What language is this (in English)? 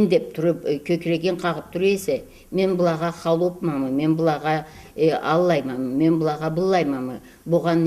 Karachay-Balkar